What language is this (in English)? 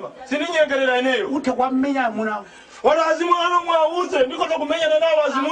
Nyanja